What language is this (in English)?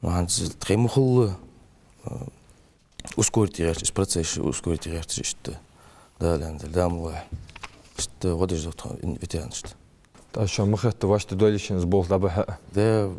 Ingush